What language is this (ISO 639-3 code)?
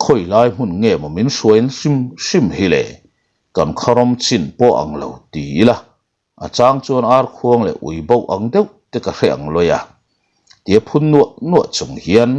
lus